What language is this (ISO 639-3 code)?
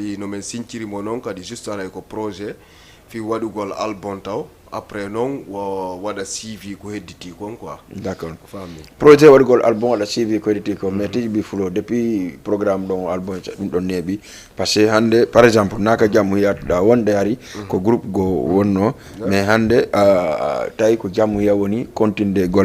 ful